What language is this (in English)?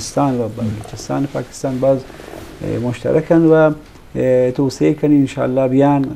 Eastern Balochi